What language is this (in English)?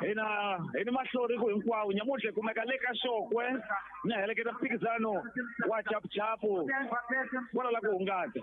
Tsonga